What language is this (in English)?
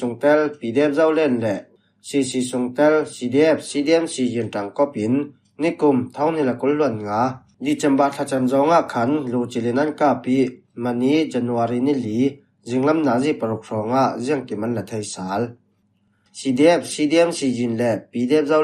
Falam Chin